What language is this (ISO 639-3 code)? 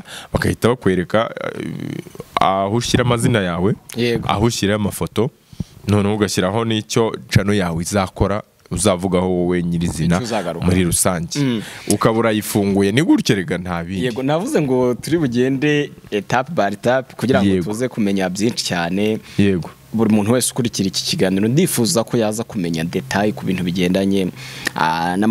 kin